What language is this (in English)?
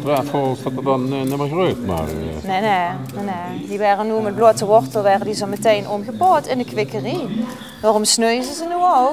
Limburgish